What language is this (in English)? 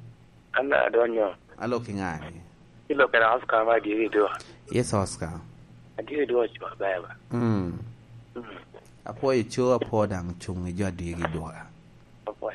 Lango (Uganda)